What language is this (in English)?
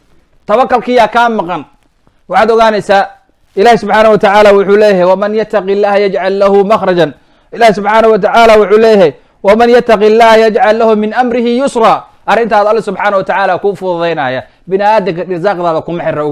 Somali